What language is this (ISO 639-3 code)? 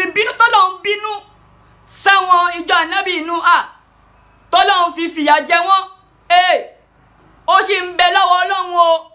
yor